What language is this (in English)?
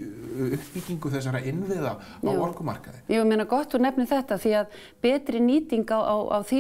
Icelandic